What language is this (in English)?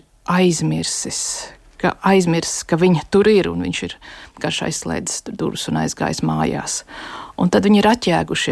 Latvian